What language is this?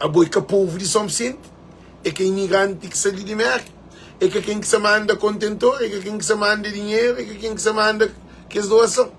Kabuverdianu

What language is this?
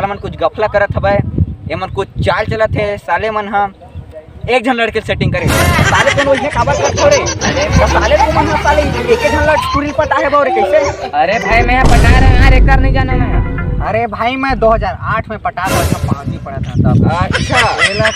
Chhattisgarhi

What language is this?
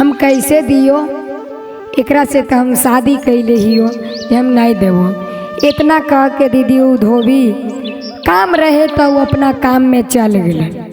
Magahi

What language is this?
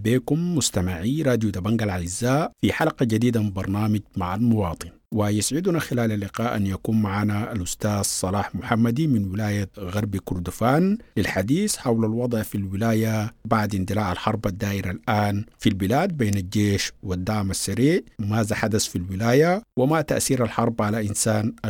Sudanese Arabic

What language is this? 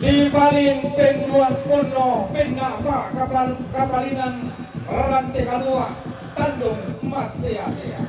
Toraja-Sa'dan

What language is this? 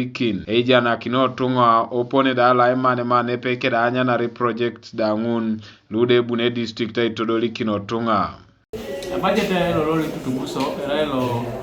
Teso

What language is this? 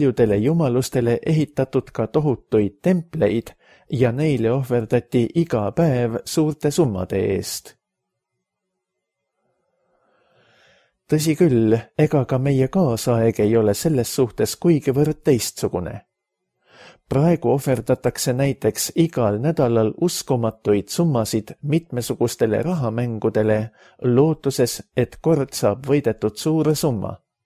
Estonian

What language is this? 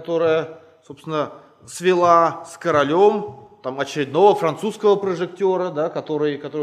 Russian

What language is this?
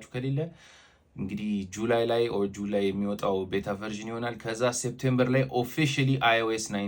Amharic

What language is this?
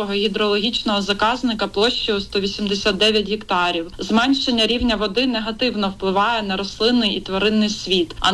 Ukrainian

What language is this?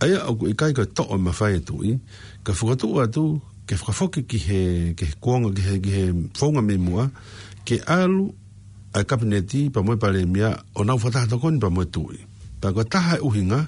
Tongan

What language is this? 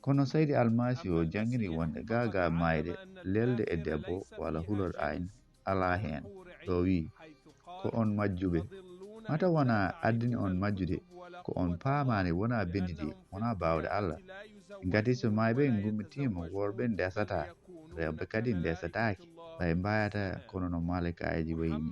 Fula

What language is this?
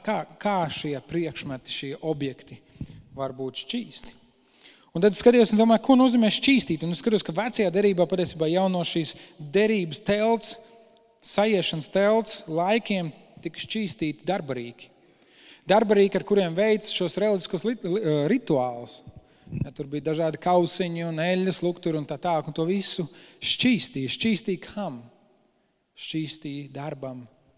Latvian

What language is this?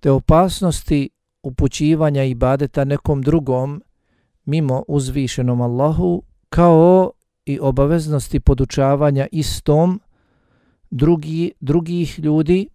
Bosnian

